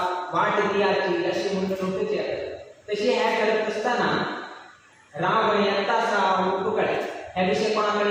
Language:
Konkani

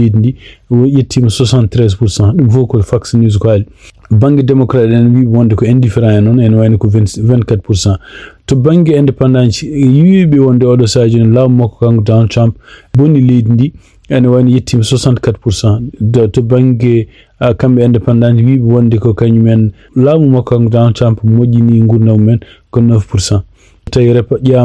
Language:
Fula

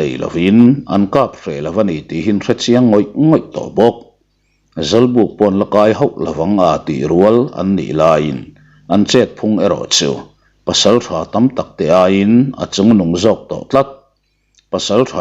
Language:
Mizo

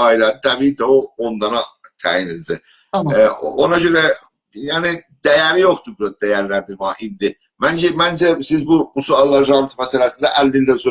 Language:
South Azerbaijani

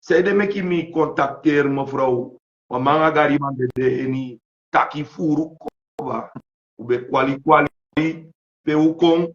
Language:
Sranan Tongo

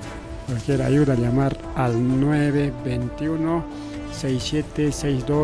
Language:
Ayacucho Quechua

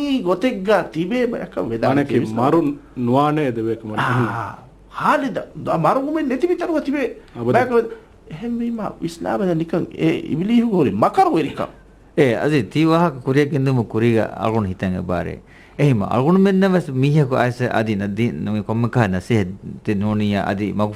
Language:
Divehi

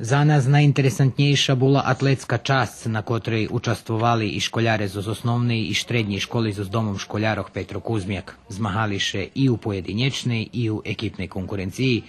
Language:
Rusyn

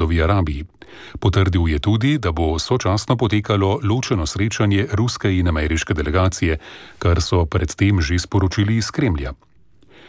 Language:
Slovenian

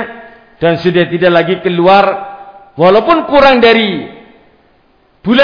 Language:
Indonesian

